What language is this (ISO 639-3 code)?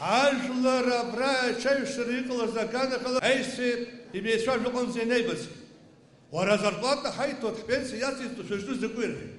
abk